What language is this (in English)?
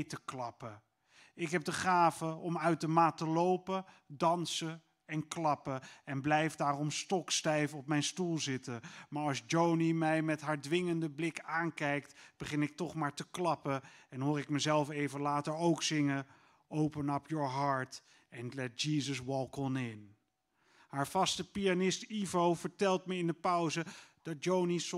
Dutch